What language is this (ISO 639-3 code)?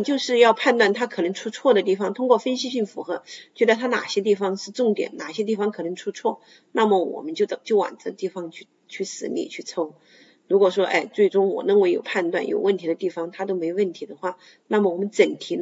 zho